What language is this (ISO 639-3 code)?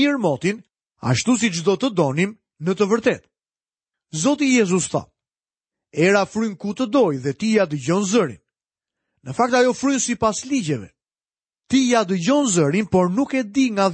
sqi